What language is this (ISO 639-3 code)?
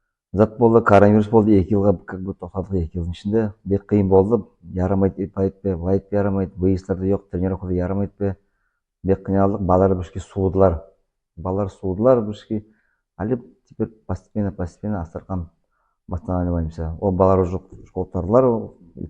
nog